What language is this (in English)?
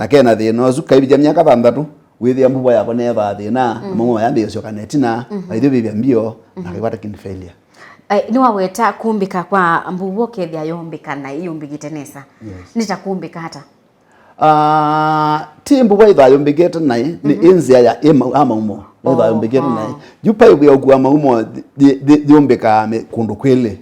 Kamba